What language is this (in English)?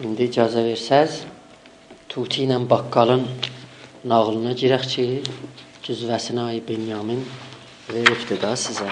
South Azerbaijani